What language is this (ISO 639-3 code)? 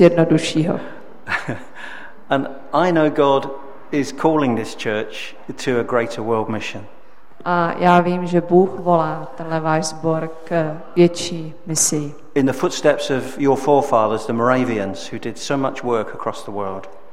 ces